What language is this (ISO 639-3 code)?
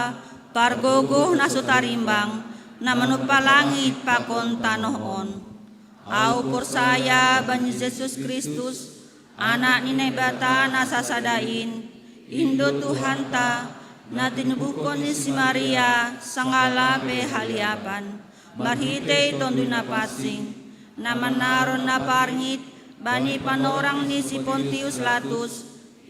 bts